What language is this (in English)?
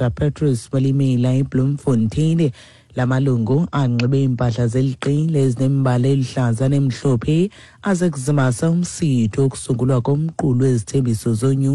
Xhosa